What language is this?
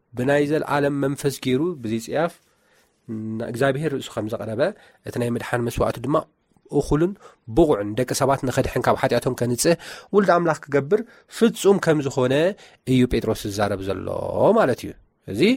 Tigrinya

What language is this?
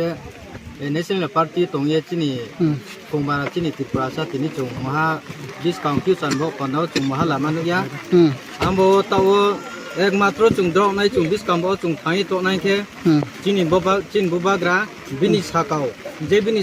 Kok Borok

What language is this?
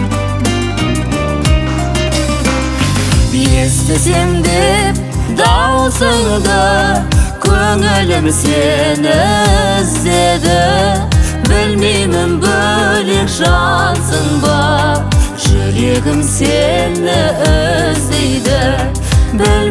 Kazakh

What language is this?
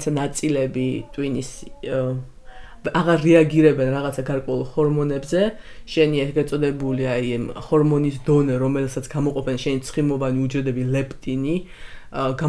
Georgian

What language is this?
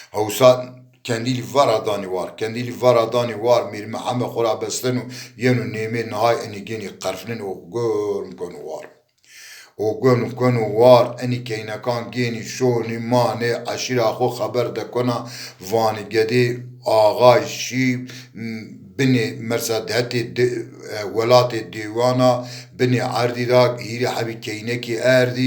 Zaza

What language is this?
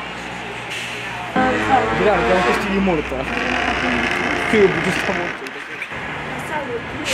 Catalan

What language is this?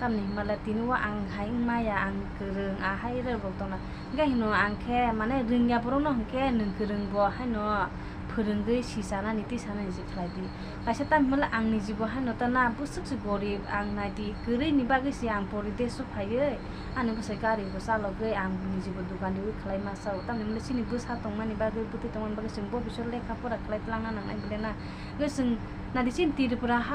Kok Borok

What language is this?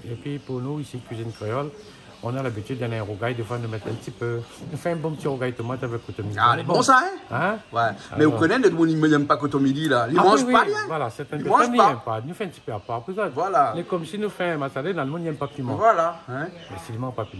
Réunion Creole French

